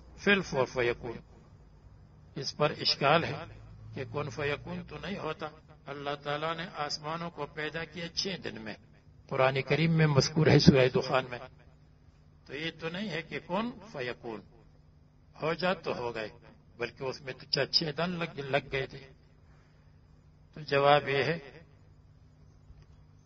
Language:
Urdu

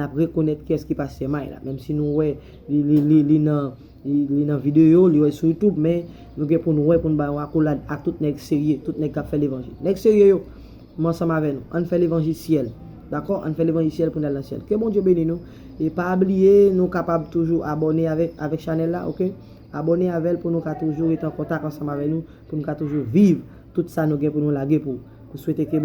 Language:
Haitian Creole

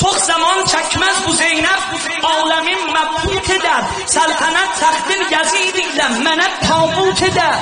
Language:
South Azerbaijani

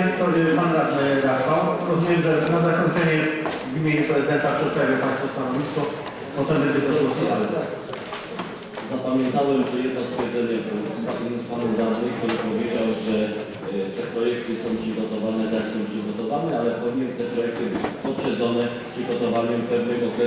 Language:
Polish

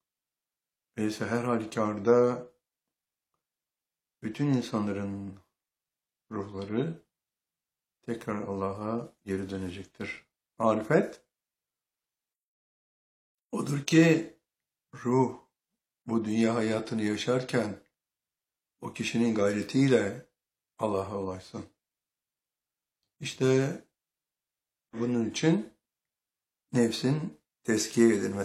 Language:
Turkish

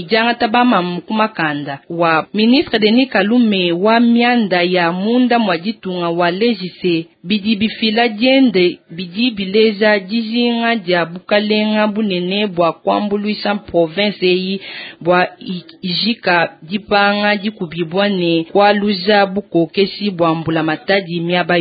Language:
Luba-Lulua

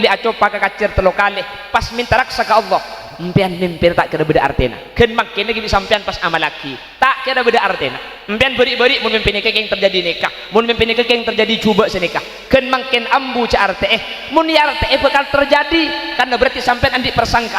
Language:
Madurese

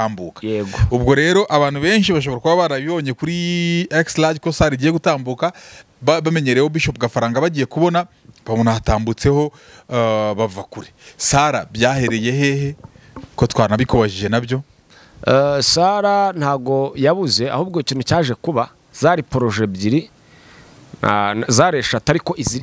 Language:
Kinyarwanda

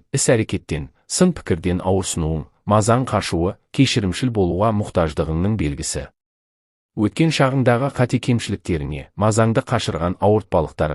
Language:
Kazakh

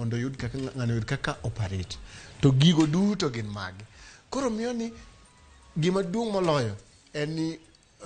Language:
Luo (Kenya and Tanzania)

